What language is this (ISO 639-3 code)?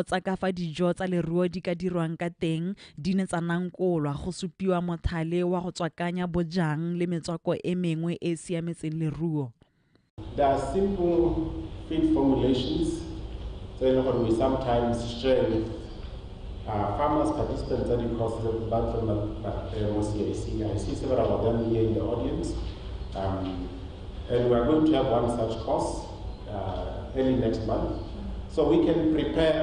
tsn